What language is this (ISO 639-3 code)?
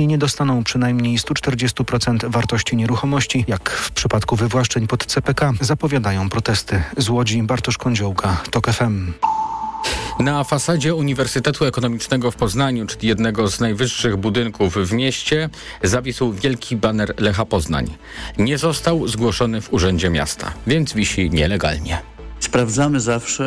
pol